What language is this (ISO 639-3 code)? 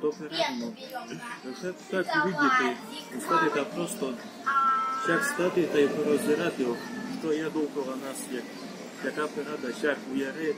rue